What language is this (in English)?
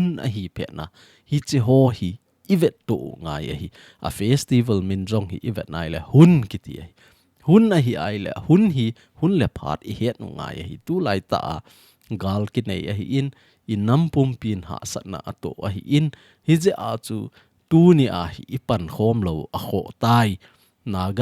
Thado Chin